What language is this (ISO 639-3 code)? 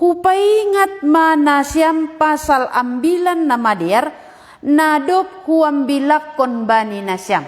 bts